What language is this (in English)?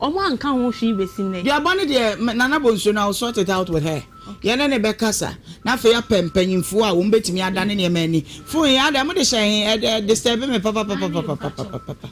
Akan